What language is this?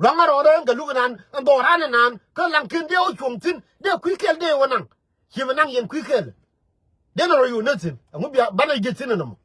Nuer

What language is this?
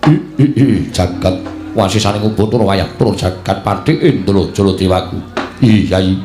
Javanese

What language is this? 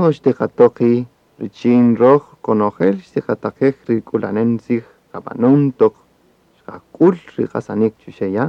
Kaqchikel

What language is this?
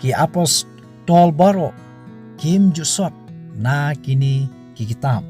Khasi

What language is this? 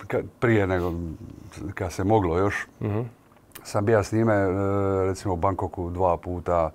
Croatian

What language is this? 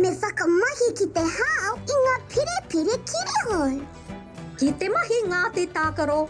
Māori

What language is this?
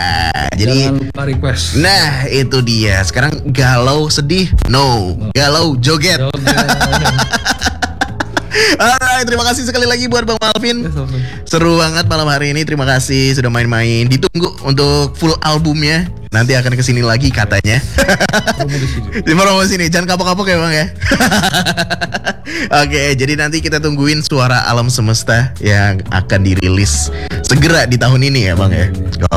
Indonesian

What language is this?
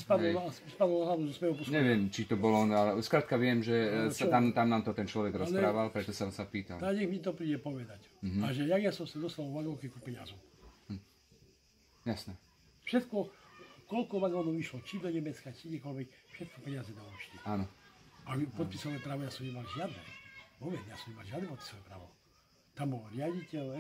Slovak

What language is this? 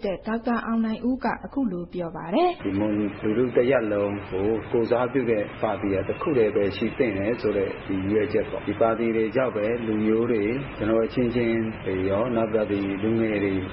Burmese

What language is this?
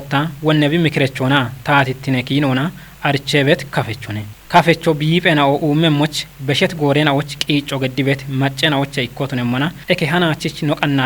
Kafa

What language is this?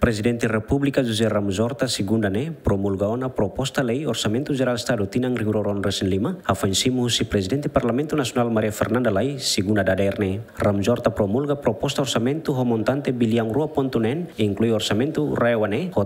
Tetum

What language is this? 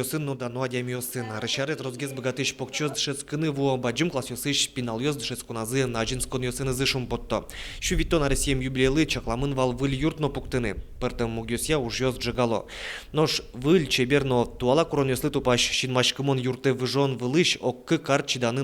Udmurt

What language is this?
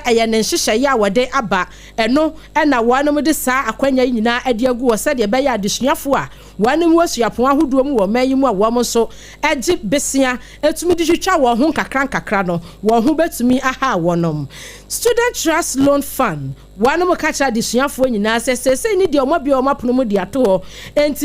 Akan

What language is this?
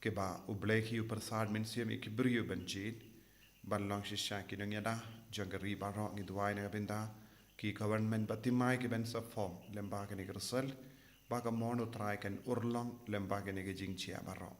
Khasi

